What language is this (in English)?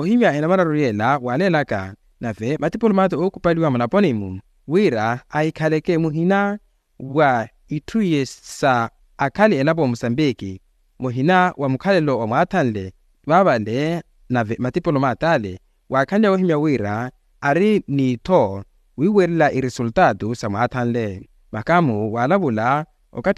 Makhuwa